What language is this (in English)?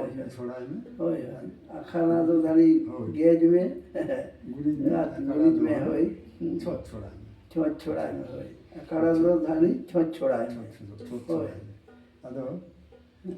Santali